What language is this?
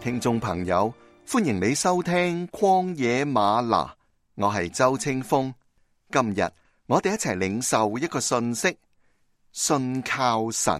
Cantonese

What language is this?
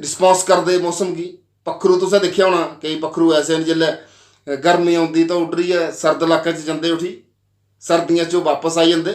Dogri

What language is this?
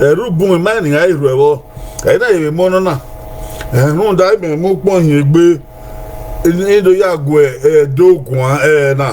Bini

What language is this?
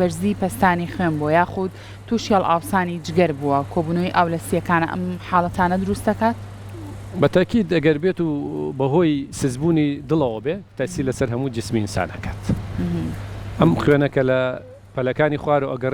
Central Kurdish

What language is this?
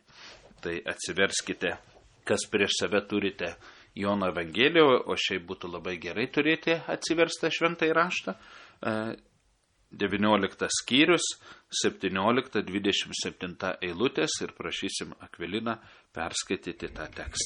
Lithuanian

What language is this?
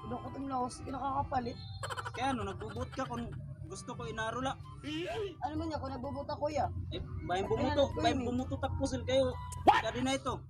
Waray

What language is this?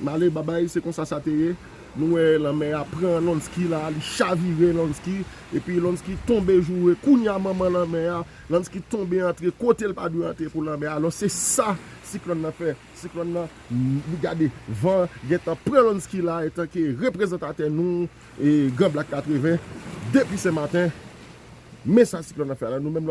Haitian Creole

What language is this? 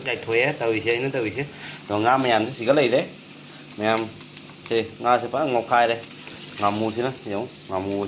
Manipuri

